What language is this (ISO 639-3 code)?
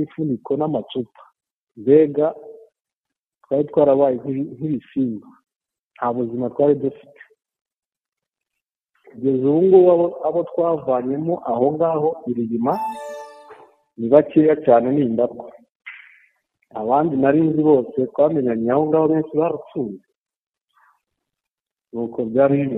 kin